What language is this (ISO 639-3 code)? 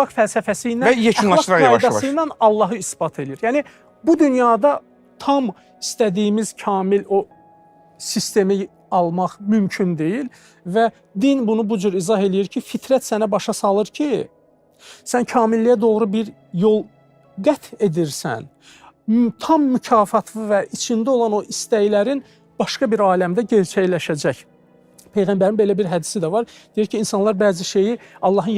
aze